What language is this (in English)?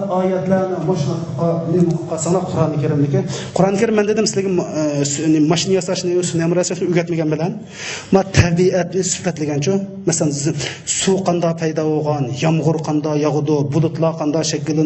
Uyghur